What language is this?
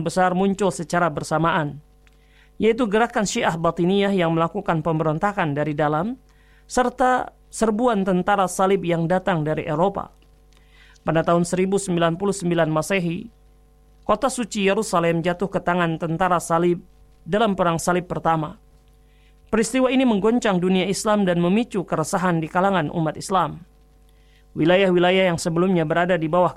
Indonesian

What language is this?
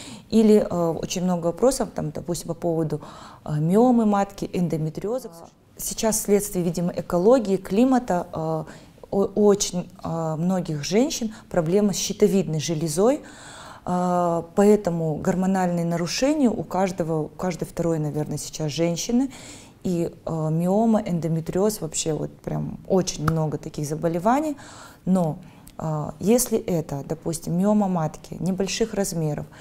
Russian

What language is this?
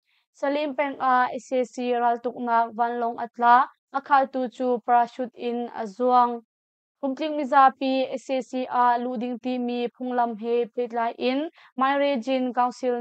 Hakha Chin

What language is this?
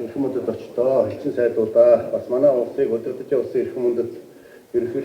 Mongolian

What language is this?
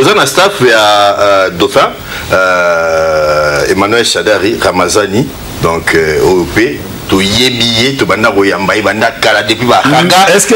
Lingala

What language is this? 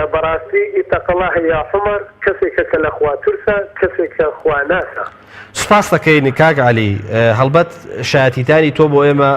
Central Kurdish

